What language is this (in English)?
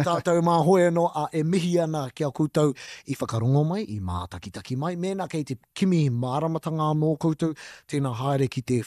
Māori